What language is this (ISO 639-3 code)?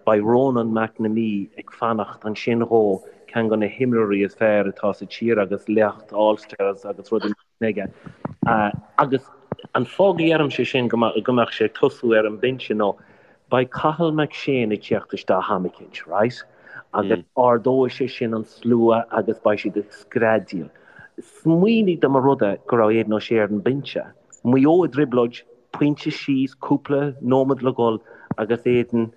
gle